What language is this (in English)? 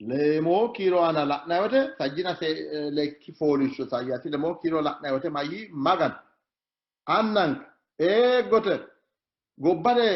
Sidamo